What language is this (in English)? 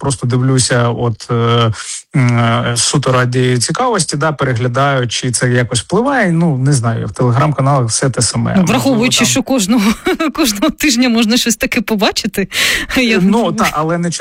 Ukrainian